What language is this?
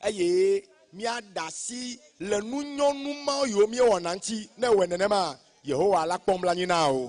Ewe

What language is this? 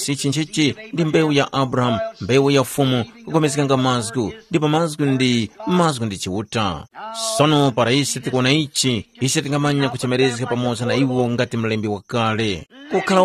Tumbuka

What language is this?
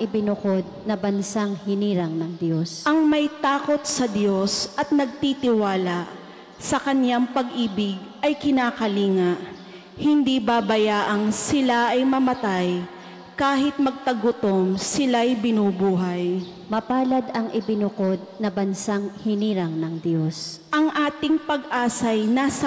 Filipino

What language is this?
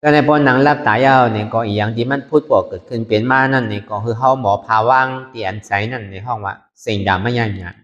Shan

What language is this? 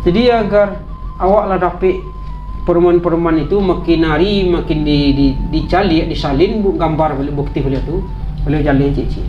Minangkabau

